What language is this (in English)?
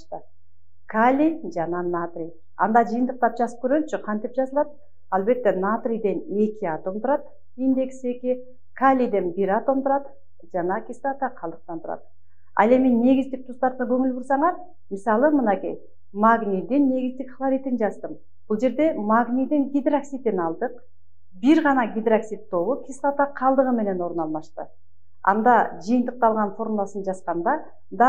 Kyrgyz